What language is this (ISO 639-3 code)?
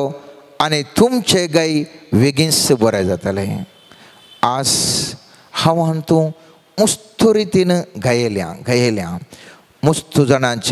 kok